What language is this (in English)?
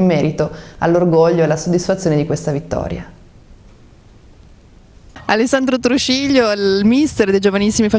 Italian